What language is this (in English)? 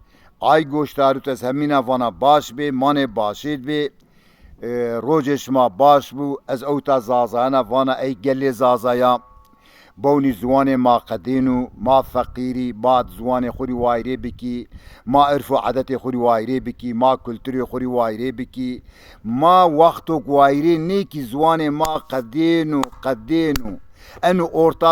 Zaza